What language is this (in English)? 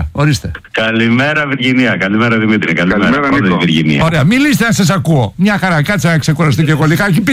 Greek